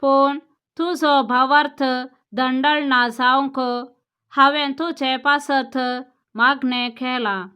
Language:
Konkani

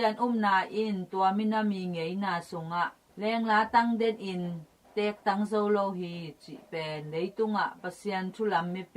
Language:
Tedim Chin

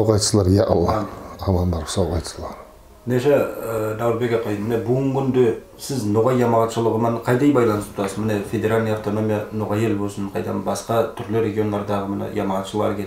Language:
Nogai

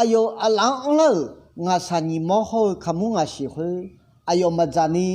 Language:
Akha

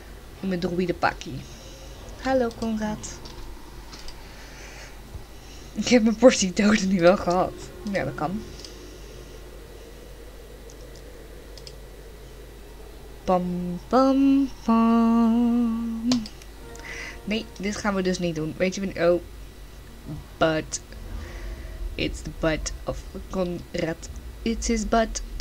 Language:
Dutch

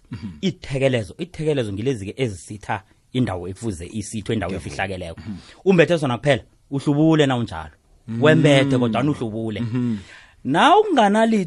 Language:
South Ndebele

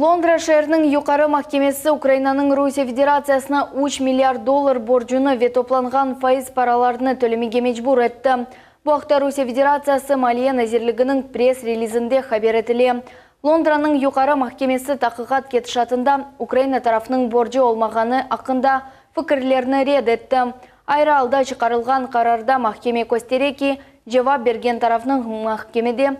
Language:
Crimean Tatar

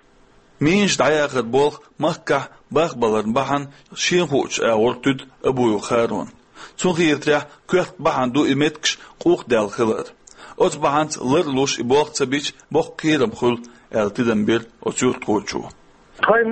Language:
Chechen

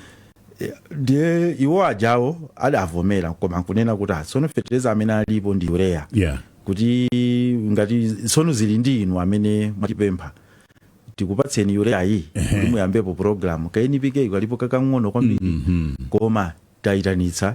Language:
Nyanja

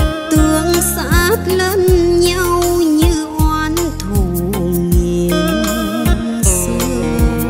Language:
Vietnamese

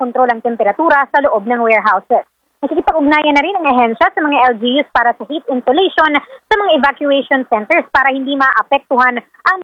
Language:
Filipino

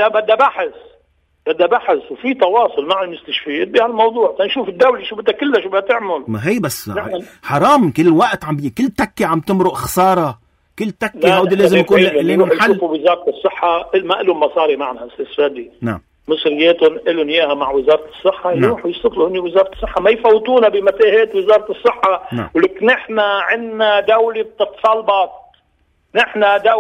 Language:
North Levantine Arabic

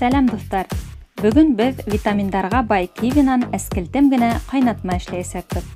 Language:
Bashkir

